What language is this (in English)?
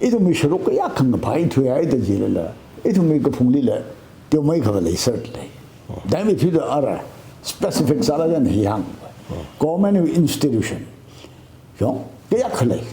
Tangkhul Naga (India)